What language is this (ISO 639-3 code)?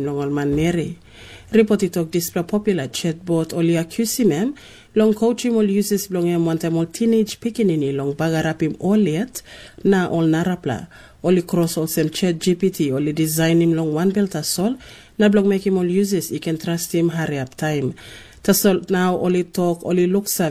tpi